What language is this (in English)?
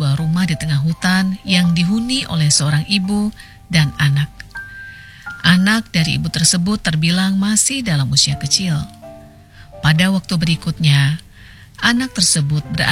Indonesian